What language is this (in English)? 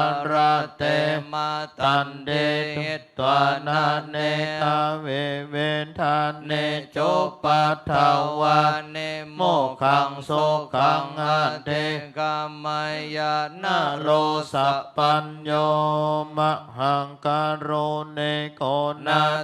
Pali